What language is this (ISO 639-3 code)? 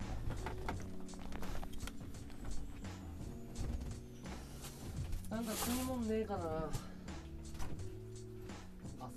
jpn